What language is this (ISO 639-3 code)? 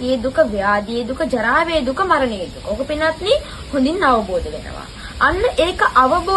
sin